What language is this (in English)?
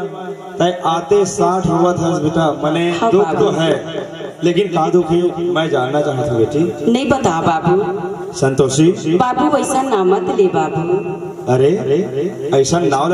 Chhattisgarhi